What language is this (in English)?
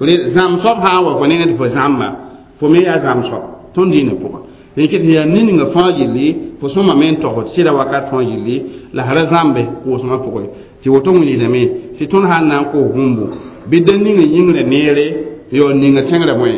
Mossi